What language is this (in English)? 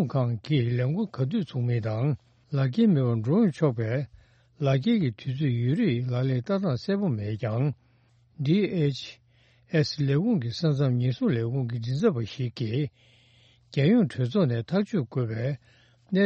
Tibetan